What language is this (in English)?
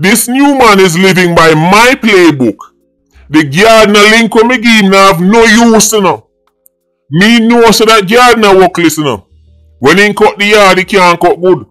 Jamaican Creole English